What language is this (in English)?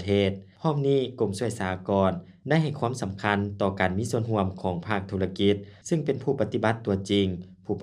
Lao